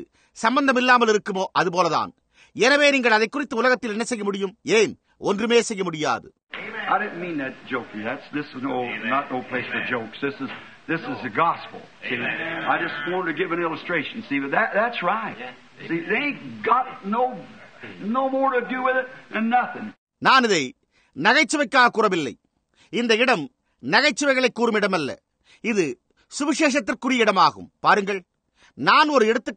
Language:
Tamil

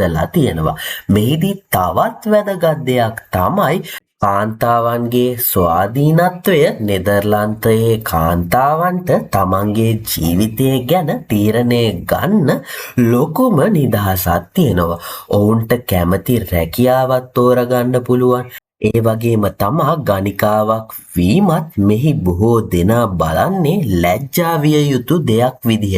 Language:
Sinhala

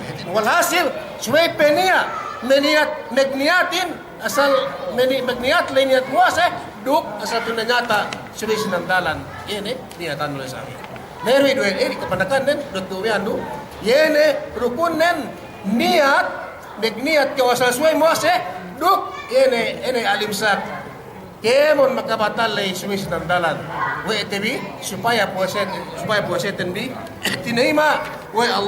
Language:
Yakan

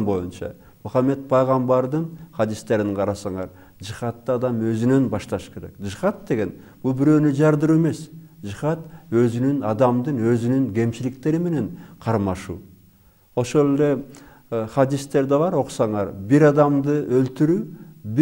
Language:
Kyrgyz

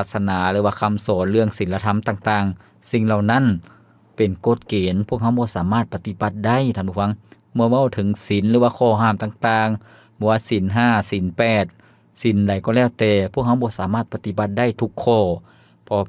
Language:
Lao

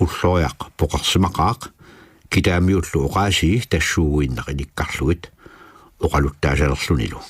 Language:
Kalaallisut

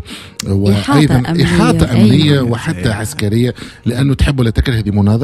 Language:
Tunisian Arabic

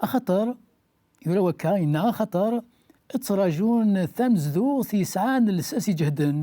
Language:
Kabyle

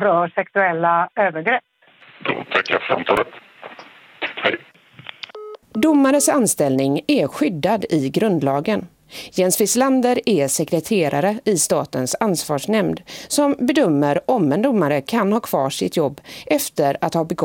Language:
Swedish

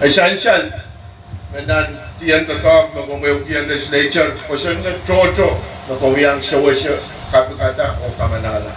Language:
Pohnpeian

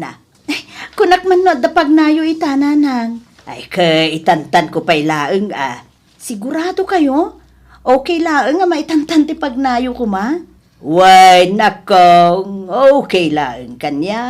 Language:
Iloko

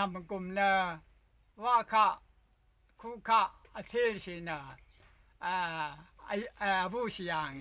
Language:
Rawang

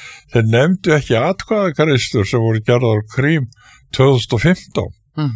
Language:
Icelandic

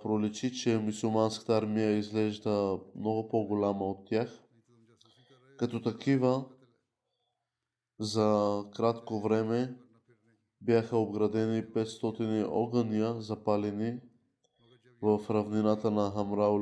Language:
Bulgarian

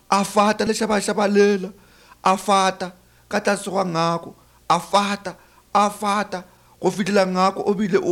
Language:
Northern Sotho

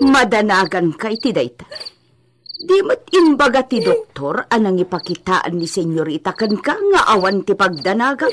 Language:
Iloko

